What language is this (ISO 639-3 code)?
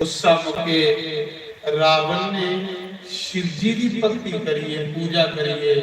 doi